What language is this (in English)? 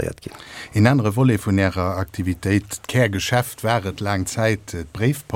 Luxembourgish